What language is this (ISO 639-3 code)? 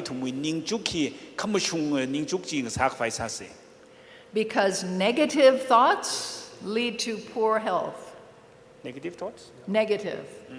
nmf